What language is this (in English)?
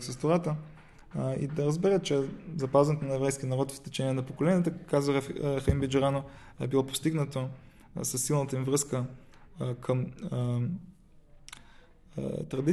Bulgarian